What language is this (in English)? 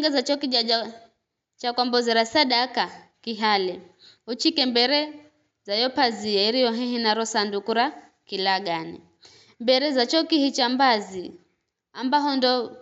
Giryama